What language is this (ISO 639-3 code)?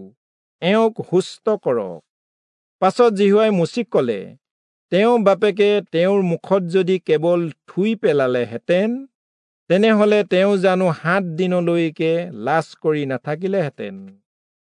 asm